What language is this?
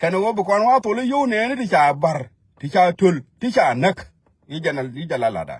Nuer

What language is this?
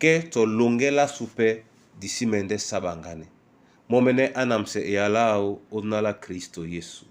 Duala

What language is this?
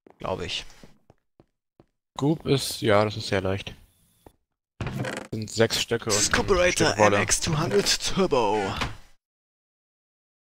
German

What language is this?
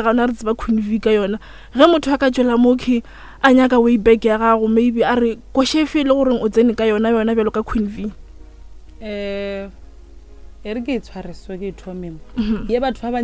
Northern Sotho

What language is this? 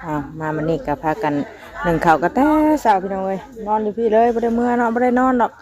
Northeastern Thai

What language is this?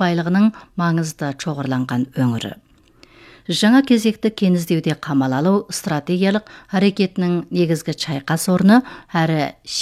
Kazakh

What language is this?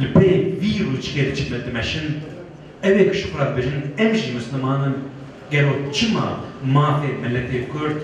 Kurdish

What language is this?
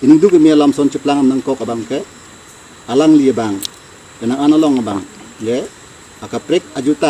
Karbi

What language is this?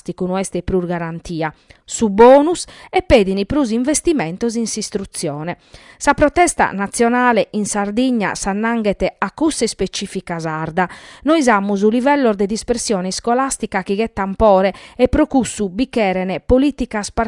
Sardinian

